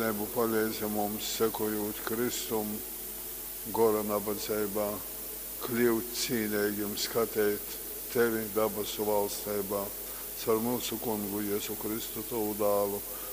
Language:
Latgalian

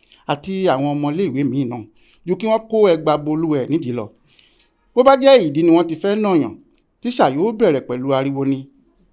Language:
Yoruba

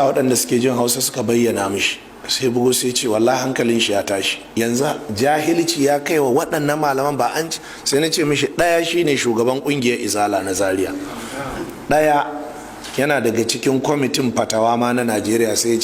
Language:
Hausa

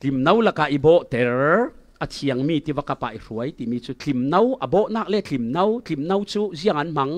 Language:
Falam Chin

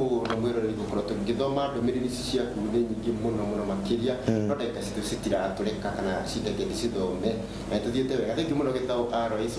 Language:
Kikuyu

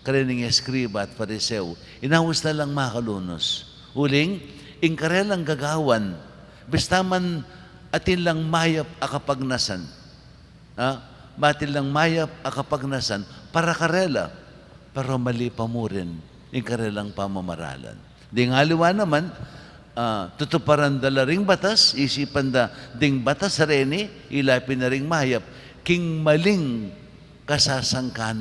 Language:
Pampanga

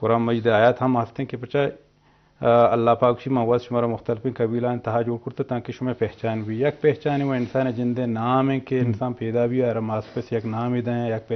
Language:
Eastern Balochi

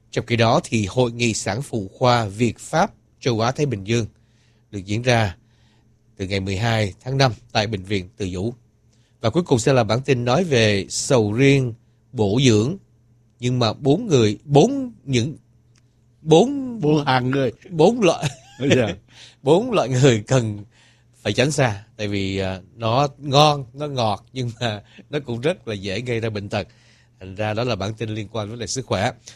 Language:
Vietnamese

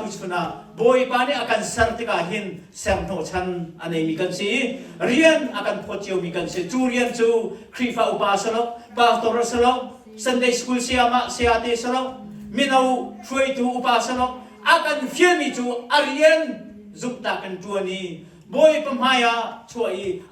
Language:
Hakha Chin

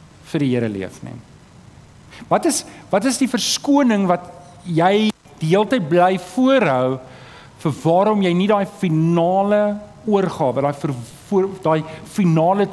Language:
Afrikaans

